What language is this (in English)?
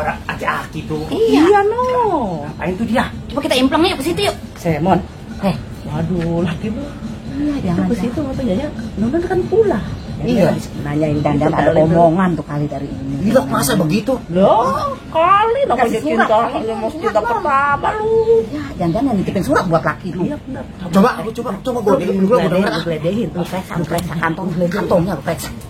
Betawi